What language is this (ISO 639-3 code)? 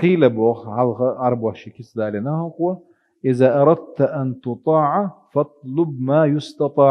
che